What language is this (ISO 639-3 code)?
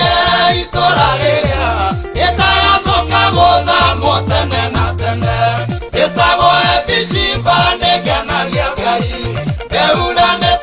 kik